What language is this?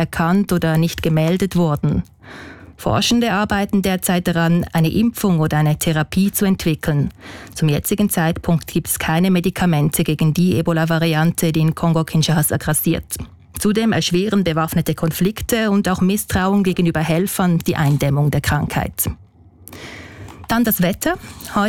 German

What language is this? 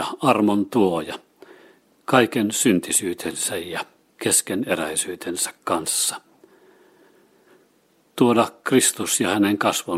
Finnish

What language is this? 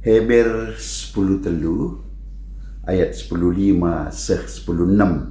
Batak Karo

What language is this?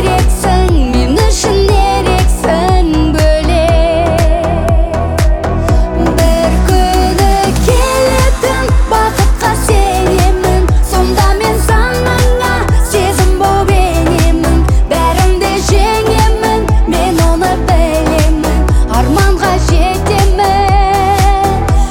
Kazakh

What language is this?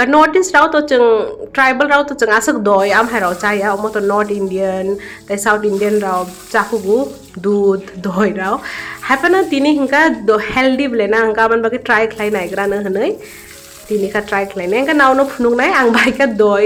Kok Borok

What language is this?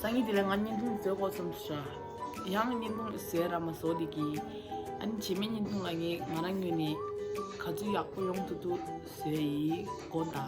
Tibetan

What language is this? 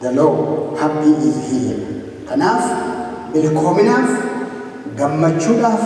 Oromo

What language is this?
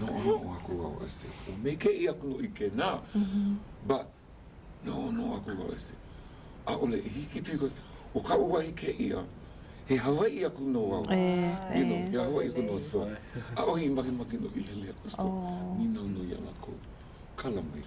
Hawaiian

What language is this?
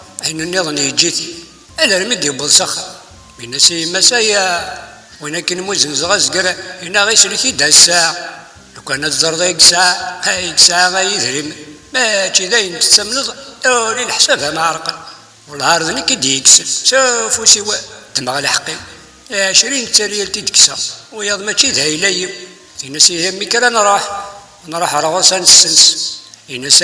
Kabyle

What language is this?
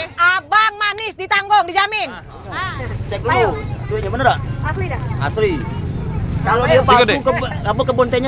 Musi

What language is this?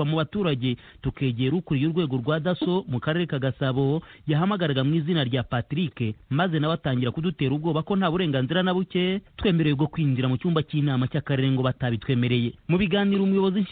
Kinyarwanda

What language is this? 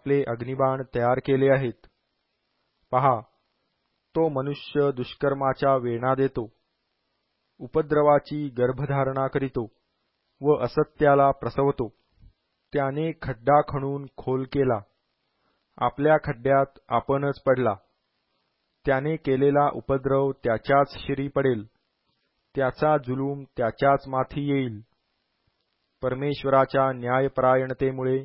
Marathi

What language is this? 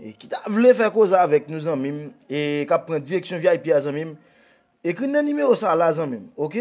Haitian Creole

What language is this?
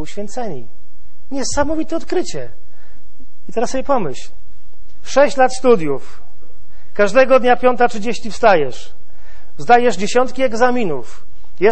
Polish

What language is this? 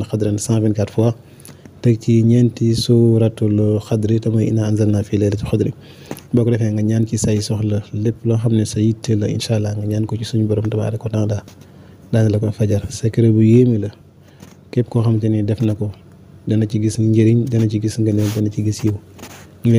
Wolof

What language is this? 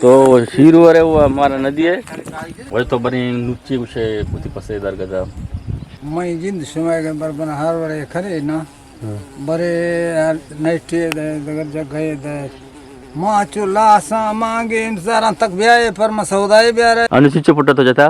Eastern Balochi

